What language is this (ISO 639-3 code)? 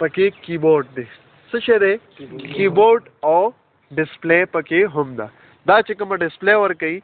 pus